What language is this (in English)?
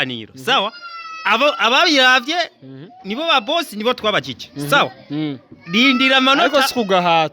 Rundi